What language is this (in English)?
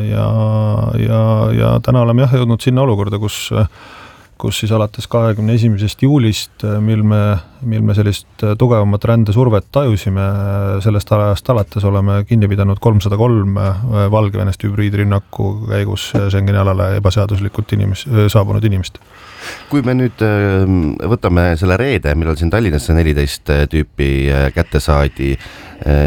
Estonian